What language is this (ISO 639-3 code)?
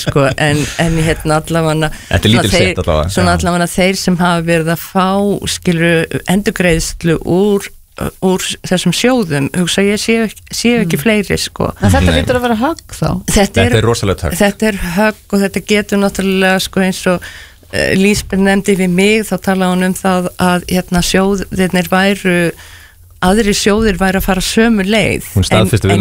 isl